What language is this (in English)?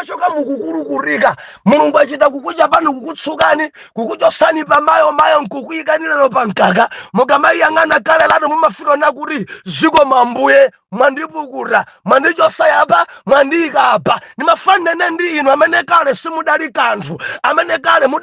Nyanja